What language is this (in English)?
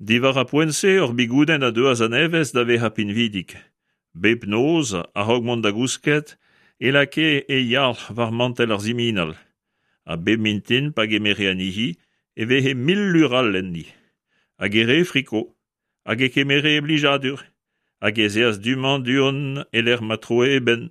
Breton